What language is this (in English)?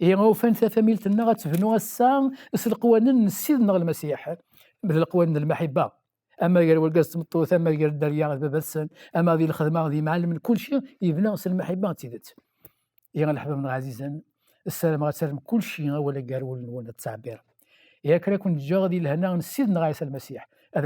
Kabyle